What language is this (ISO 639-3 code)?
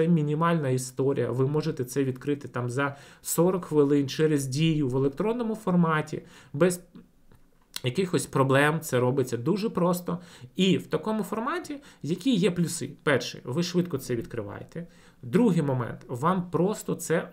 ukr